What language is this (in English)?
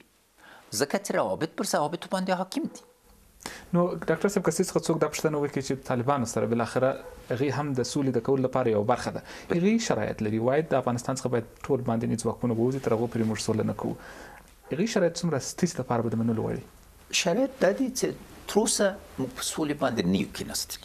Pashto